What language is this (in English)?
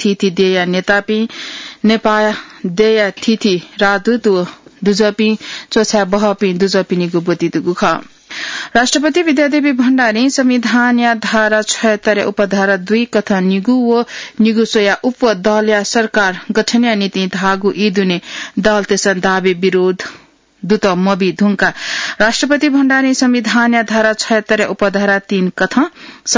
Newari